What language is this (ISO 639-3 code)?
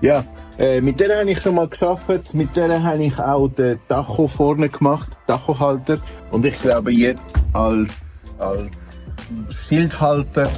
gsw